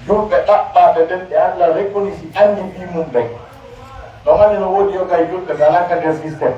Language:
Pular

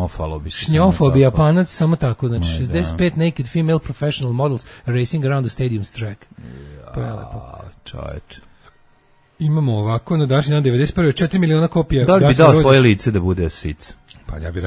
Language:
Serbian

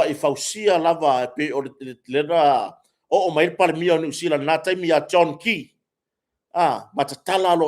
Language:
Samoan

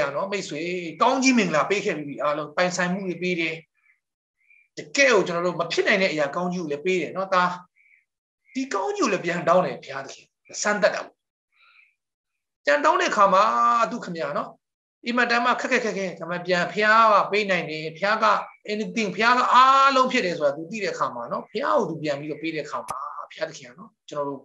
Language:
Burmese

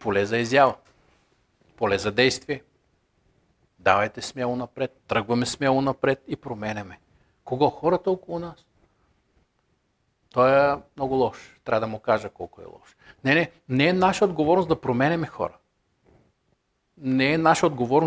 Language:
Bulgarian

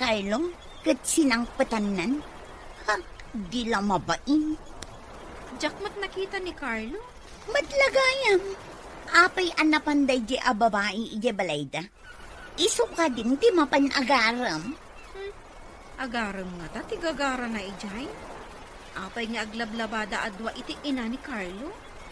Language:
Iloko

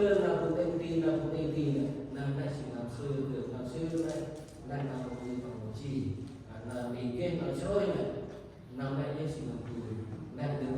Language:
Central Mnong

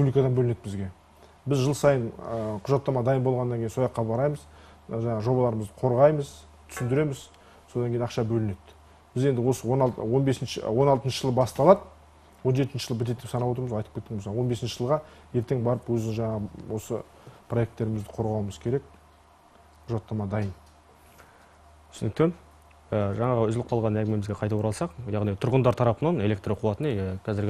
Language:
Kazakh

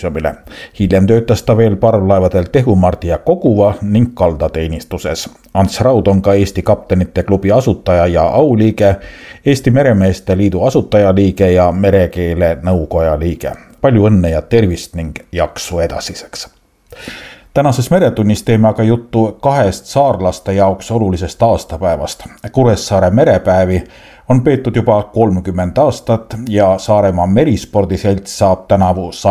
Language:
Estonian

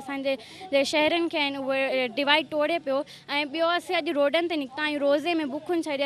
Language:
Sindhi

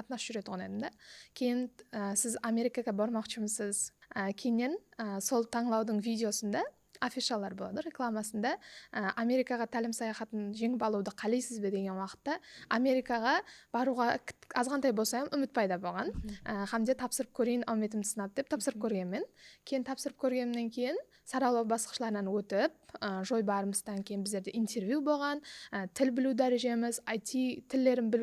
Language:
Kara-Kalpak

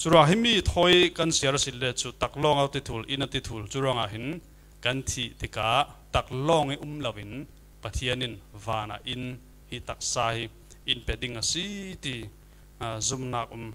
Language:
Falam Chin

